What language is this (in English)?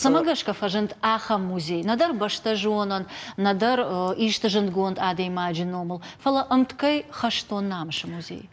Ossetic